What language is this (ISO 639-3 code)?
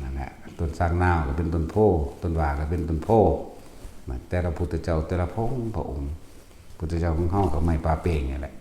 tts